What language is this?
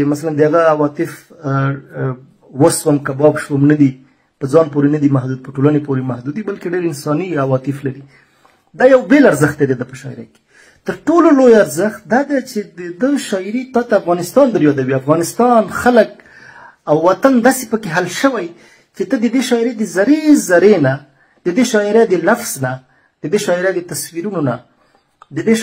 Pashto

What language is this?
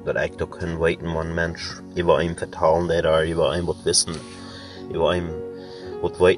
Plautdietsch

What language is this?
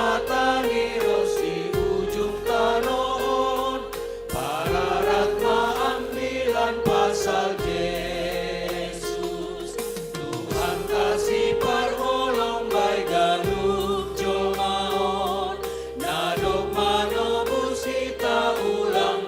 Batak Simalungun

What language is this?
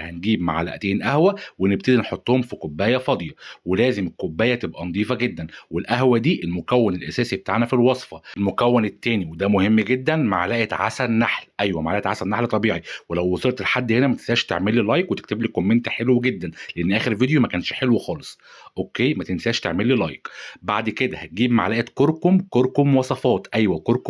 Egyptian Arabic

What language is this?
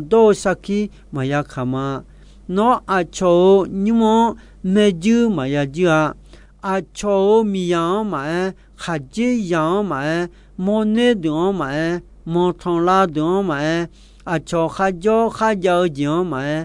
Akha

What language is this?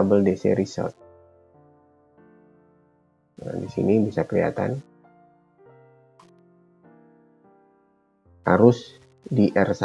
Indonesian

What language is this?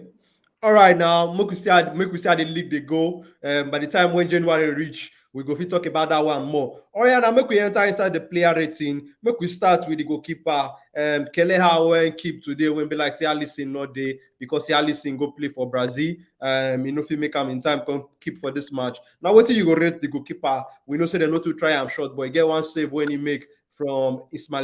Nigerian Pidgin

